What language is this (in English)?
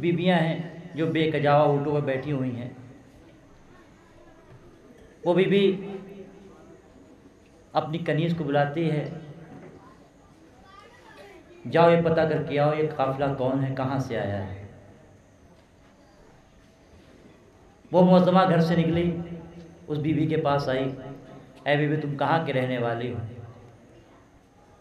Urdu